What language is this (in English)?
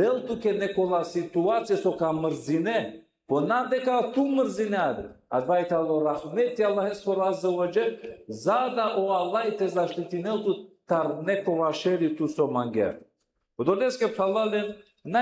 Balkan Romani